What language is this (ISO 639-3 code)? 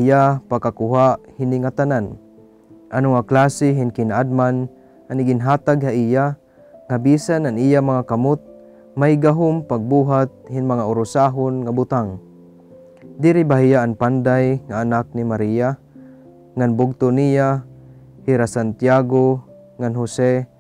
war